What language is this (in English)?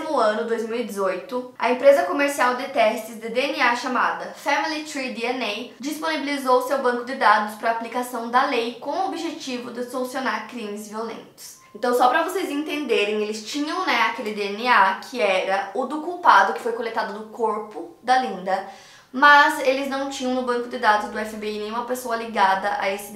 Portuguese